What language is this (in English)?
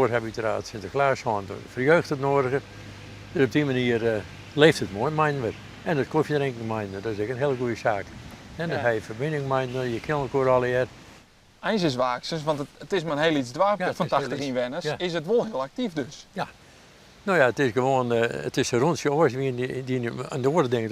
Western Frisian